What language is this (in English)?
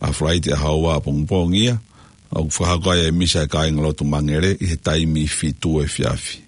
Tongan